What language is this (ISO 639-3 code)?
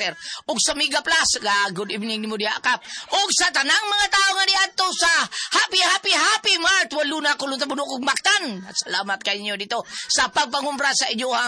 ceb